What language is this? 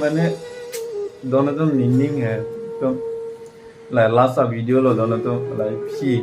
Karbi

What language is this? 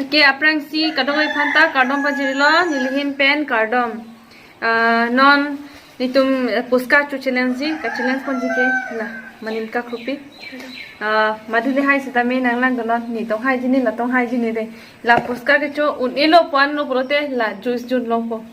Karbi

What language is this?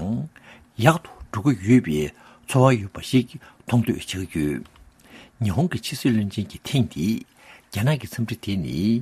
Tibetan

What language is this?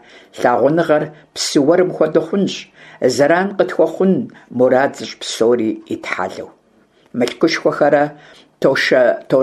Kabardian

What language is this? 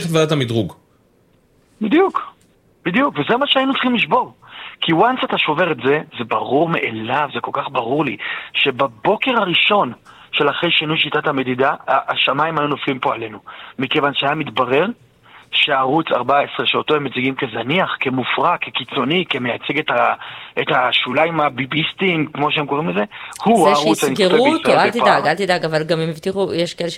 Hebrew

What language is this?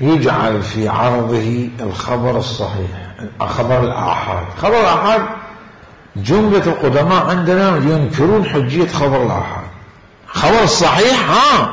Mesopotamian Arabic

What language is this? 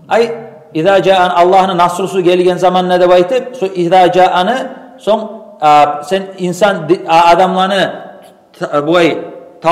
Kumyk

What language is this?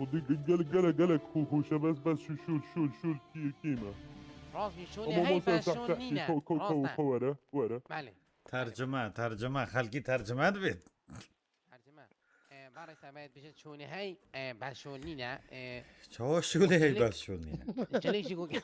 Kurdish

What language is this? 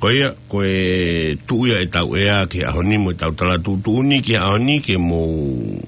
Tongan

